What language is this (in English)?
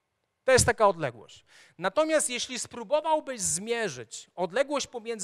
Polish